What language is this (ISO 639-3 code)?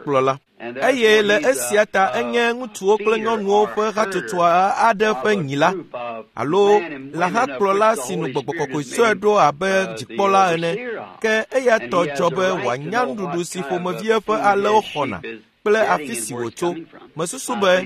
ewe